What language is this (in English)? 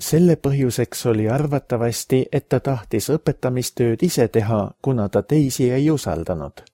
Estonian